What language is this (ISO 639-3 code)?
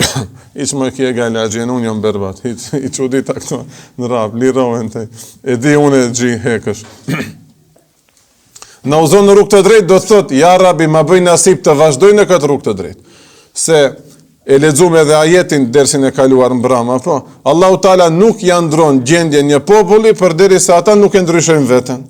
sqi